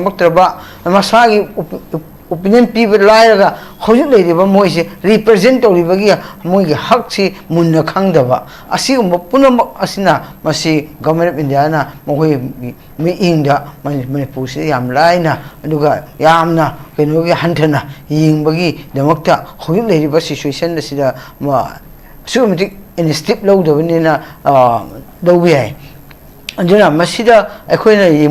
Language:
Manipuri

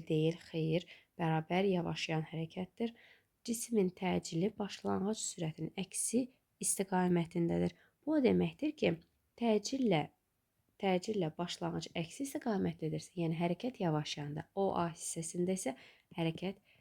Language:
Azerbaijani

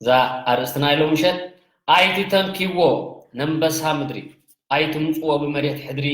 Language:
Tigrinya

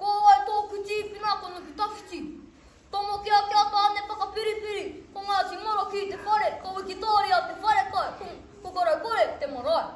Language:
Māori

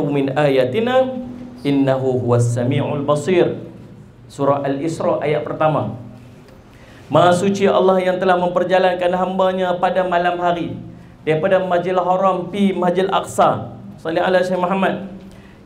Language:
Malay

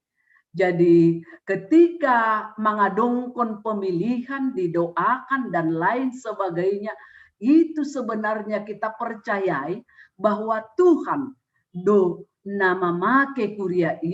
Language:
Batak Simalungun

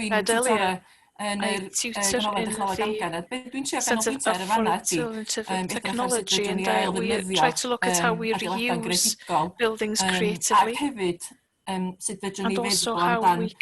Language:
Welsh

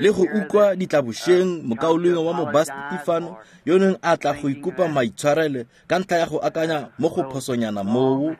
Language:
Tswana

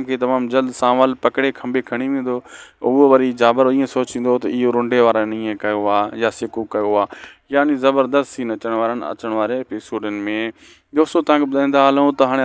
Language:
Sindhi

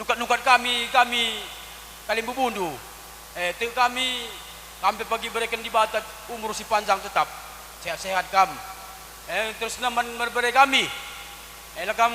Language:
Batak Karo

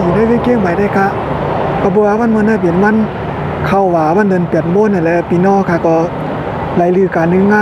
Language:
Shan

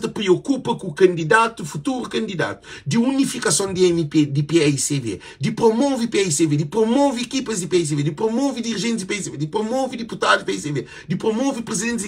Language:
Kabuverdianu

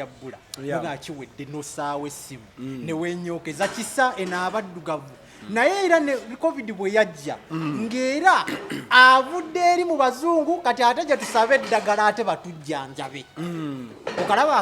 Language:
Ganda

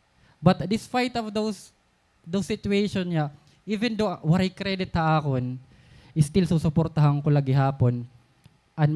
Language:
Waray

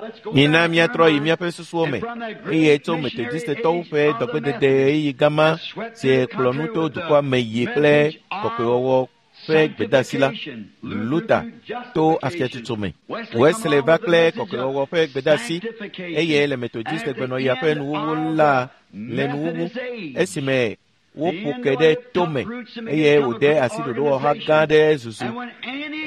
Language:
Ewe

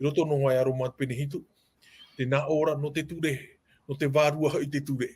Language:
Tahitian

